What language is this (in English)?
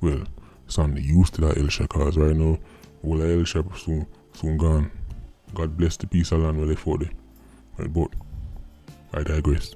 Jamaican Creole English